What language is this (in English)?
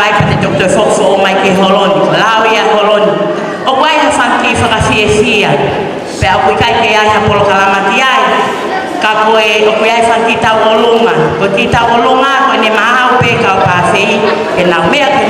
Tongan